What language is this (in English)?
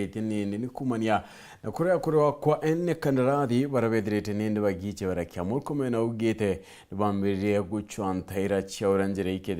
Meru